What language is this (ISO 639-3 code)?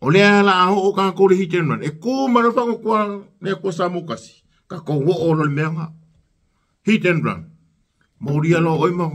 smo